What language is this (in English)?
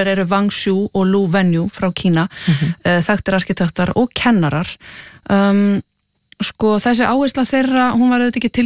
Icelandic